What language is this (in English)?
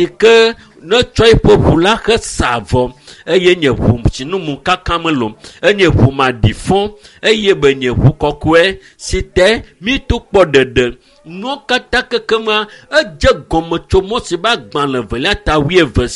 Ewe